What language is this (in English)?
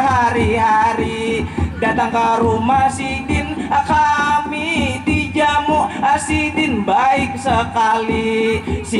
Banjar